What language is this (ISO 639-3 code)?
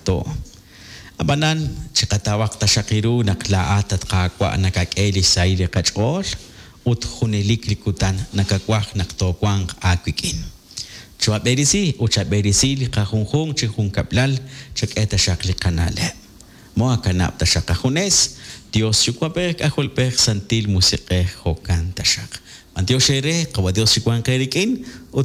kek